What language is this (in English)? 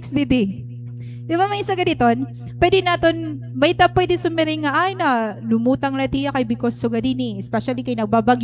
Waray